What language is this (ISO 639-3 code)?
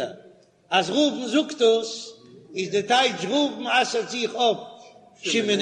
yid